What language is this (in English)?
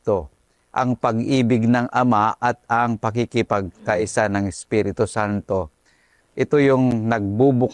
Filipino